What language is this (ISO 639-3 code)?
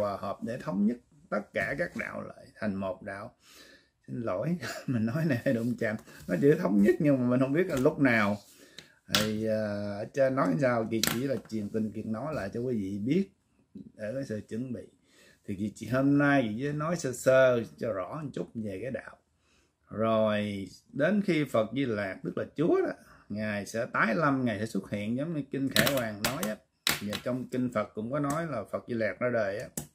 vie